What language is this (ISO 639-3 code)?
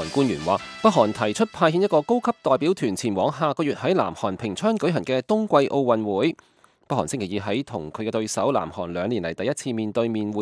yue